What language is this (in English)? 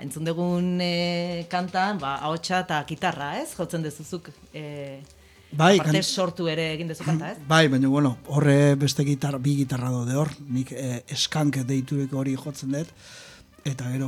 Basque